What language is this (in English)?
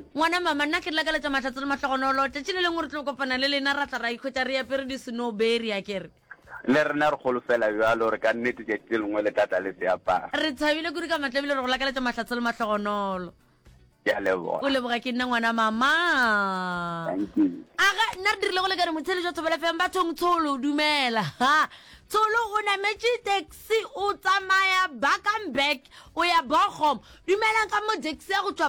Northern Sotho